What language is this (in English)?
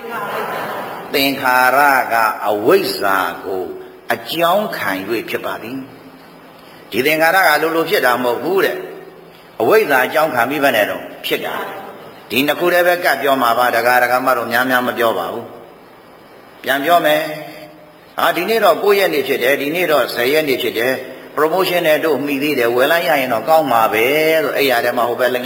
Burmese